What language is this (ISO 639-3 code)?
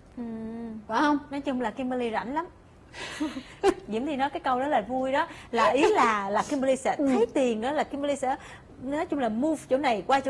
vie